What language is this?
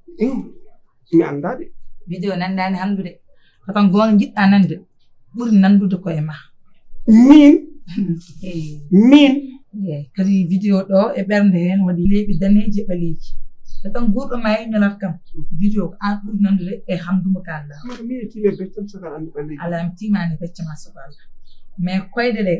Fula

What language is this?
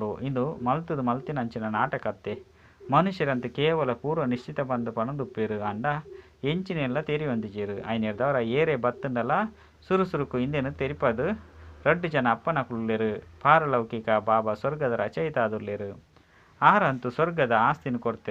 Tulu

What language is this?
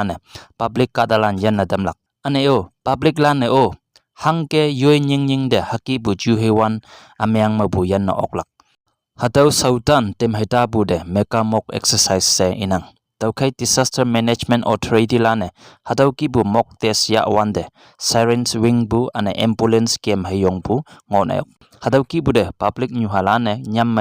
Konyak Naga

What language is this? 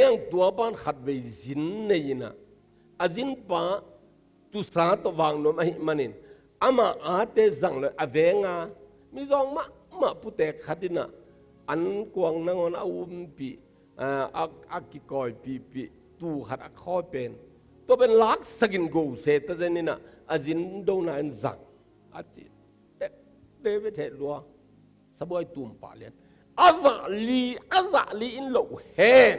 Tedim Chin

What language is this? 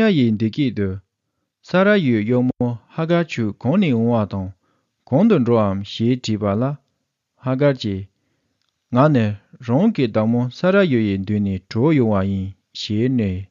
Tibetan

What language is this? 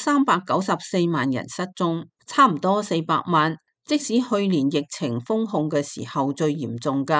Cantonese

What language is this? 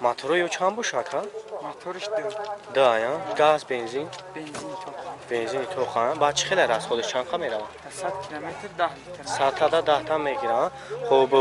Tajik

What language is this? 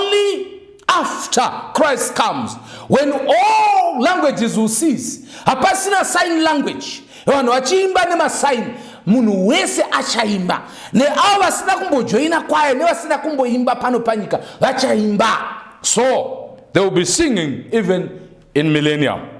Shona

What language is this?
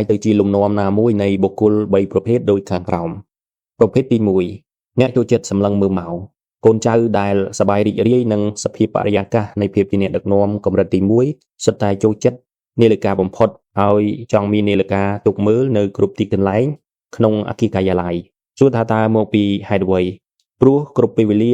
Khmer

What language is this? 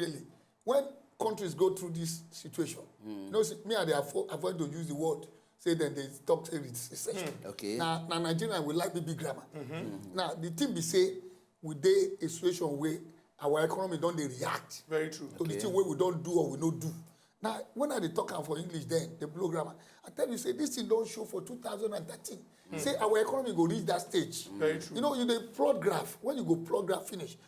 Nigerian Pidgin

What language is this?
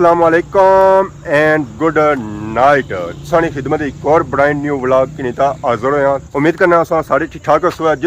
Pahari-Potwari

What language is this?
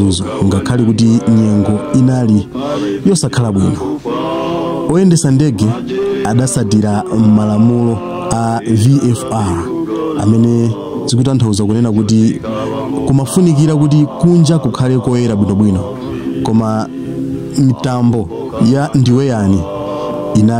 Nyanja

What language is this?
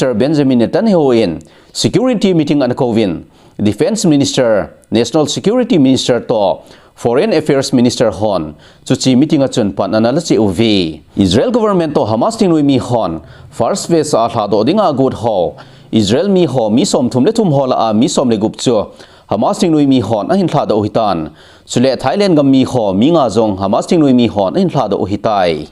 Thado Chin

